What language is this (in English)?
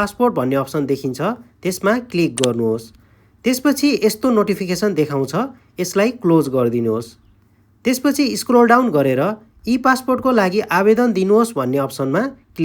Nepali